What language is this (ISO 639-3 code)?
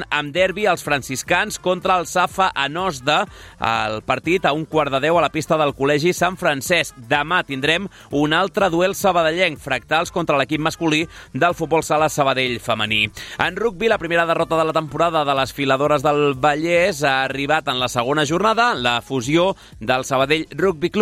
cat